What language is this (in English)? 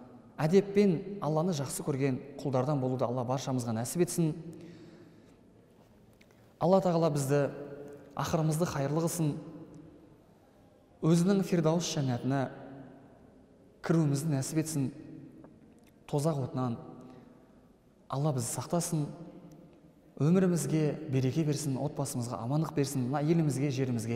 Kazakh